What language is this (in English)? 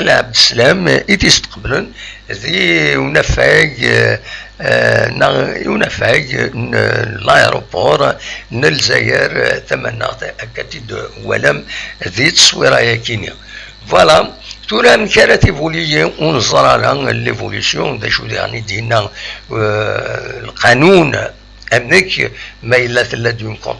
Kabyle